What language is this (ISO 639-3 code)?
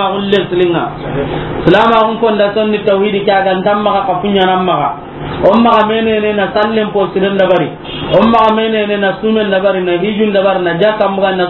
snk